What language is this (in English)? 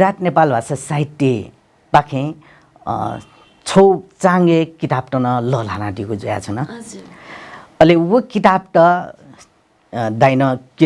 Newari